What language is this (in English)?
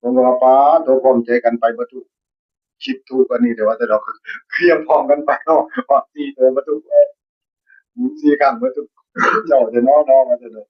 Northeastern Thai